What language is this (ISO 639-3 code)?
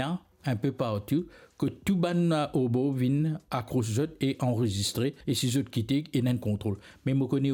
mfe